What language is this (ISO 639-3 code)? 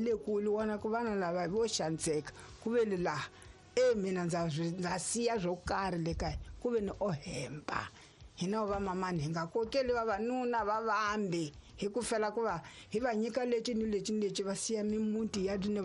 tso